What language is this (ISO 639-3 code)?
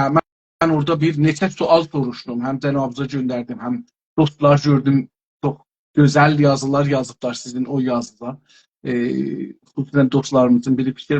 azb